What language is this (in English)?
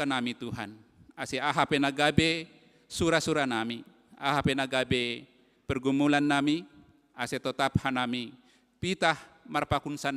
Batak Simalungun